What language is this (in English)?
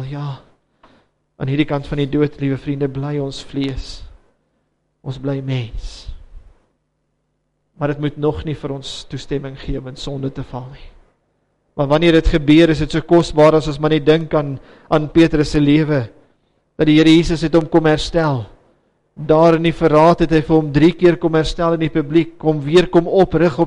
Afrikaans